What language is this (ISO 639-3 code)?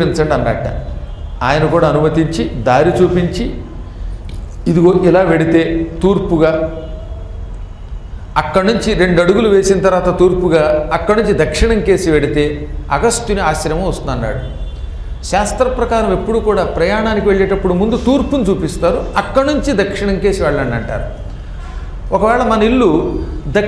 tel